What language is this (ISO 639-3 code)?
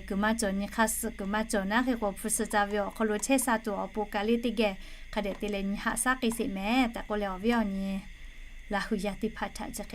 lhu